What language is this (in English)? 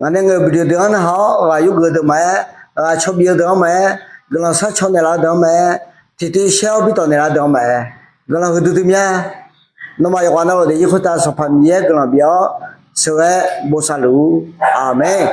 Akha